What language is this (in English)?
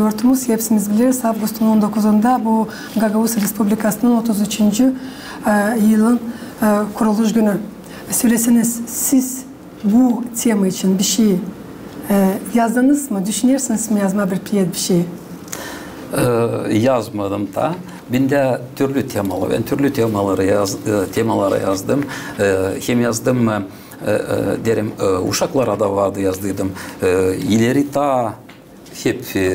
Gagauz